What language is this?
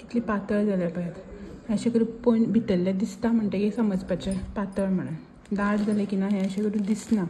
Konkani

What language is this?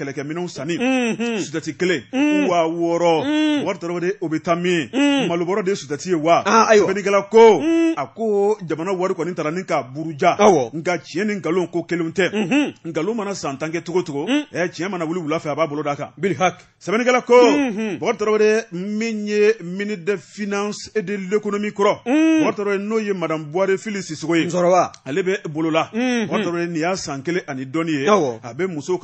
Bambara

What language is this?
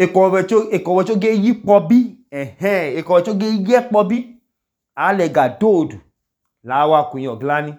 Idoma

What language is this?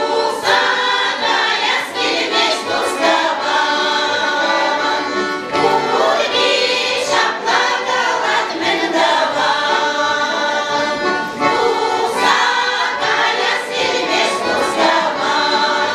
Chuvash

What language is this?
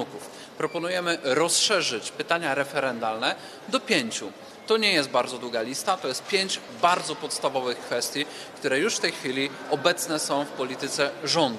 Polish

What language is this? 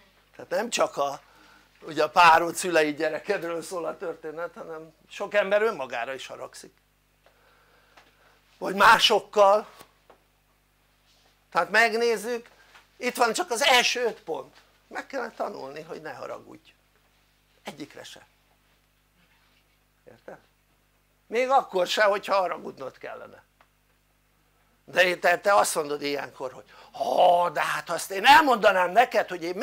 Hungarian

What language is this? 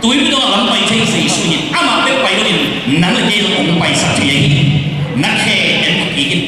Tedim Chin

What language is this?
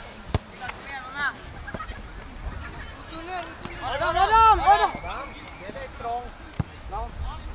Swedish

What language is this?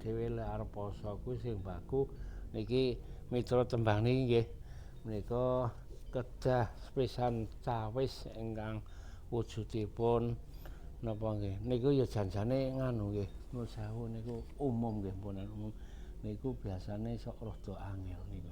Javanese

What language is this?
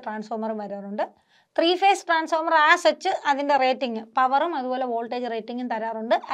Malayalam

